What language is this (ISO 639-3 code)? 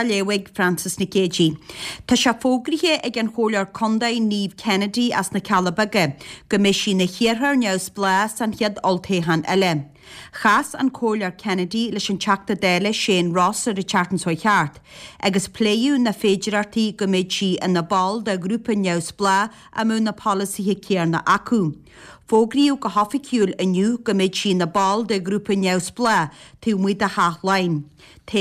gle